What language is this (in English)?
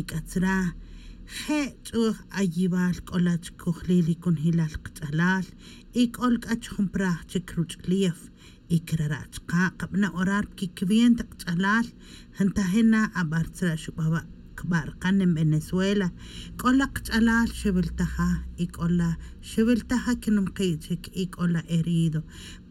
Tz'utujil